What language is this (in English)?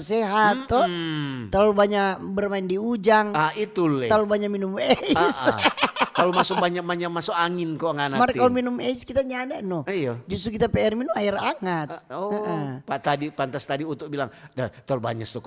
Manado Malay